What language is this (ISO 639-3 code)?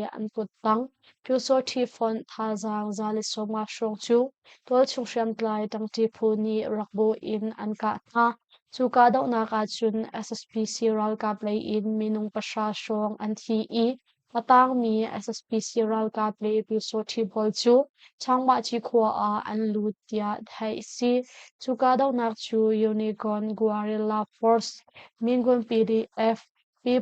cnh